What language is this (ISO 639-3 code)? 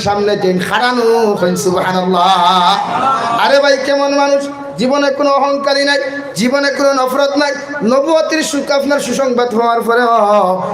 syl